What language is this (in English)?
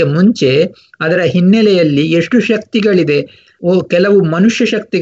Kannada